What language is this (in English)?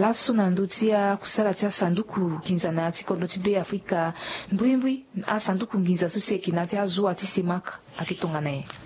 Sango